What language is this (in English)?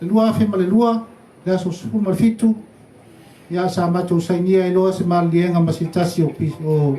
Samoan